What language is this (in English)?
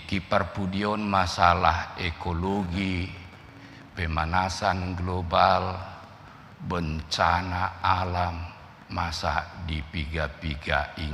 Batak Toba